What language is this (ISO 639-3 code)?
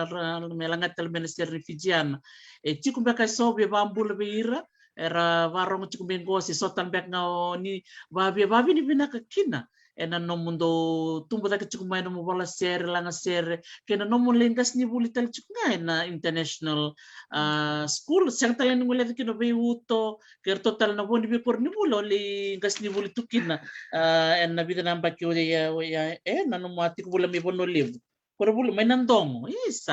fij